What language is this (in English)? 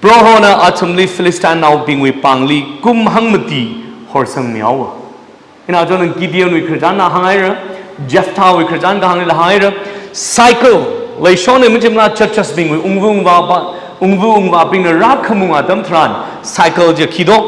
Tangkhul Naga (India)